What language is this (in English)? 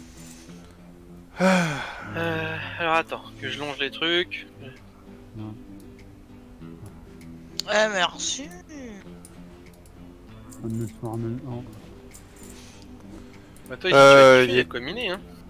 French